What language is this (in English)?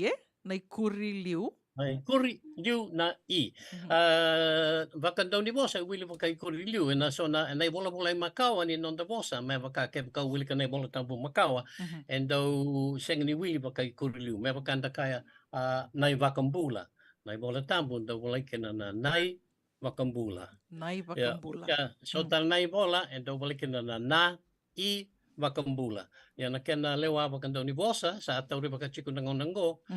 Fijian